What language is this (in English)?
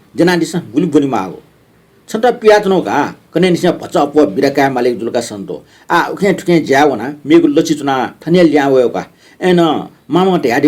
Newari